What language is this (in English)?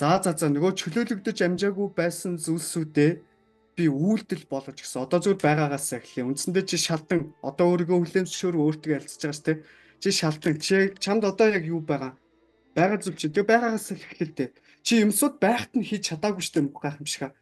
Mongolian